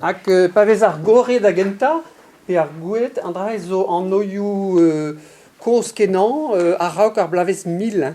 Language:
Breton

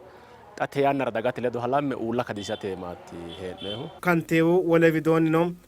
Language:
Sidamo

